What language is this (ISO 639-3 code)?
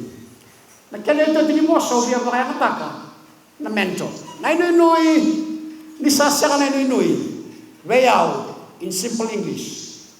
fij